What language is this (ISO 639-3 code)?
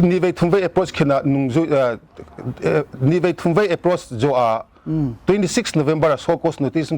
pck